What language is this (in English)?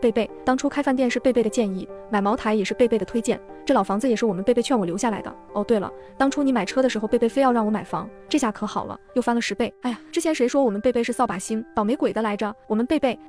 Chinese